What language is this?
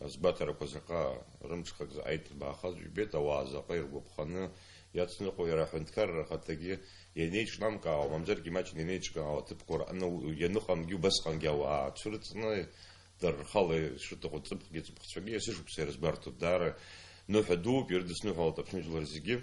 Abkhazian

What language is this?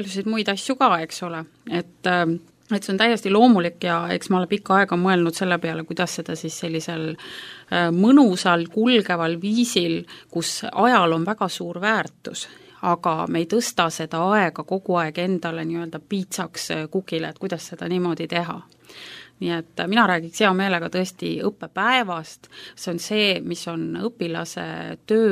Estonian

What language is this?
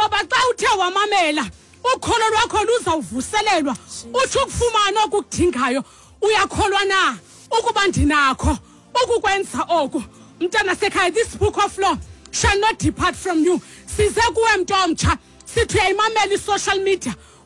Xhosa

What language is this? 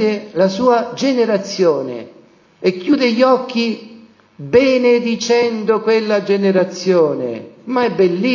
Italian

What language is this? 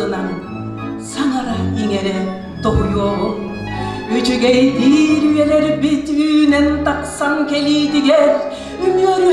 Yakut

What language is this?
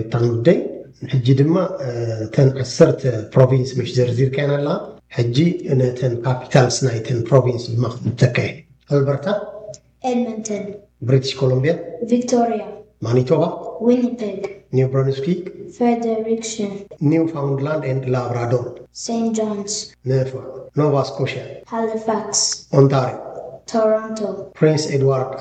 Tigrinya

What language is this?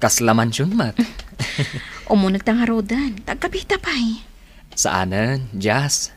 Iloko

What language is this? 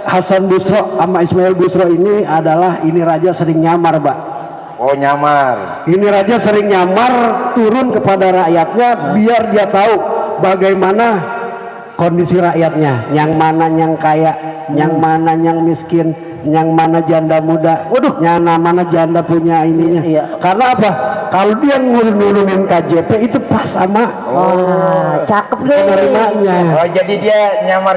Betawi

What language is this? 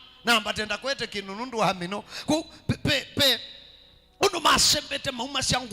Kamba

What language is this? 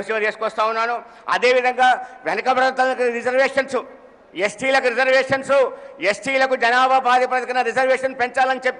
Telugu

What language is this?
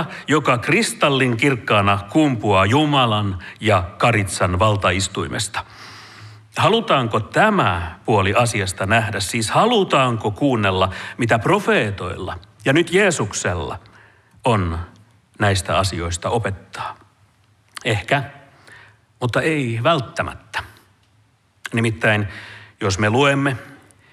Finnish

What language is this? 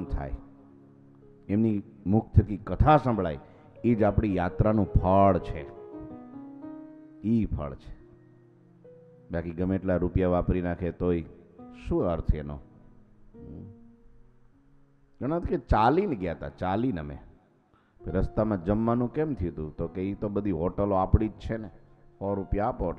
Gujarati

